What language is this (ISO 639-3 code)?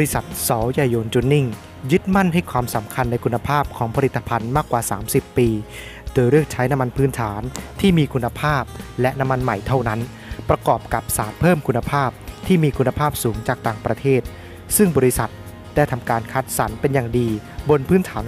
tha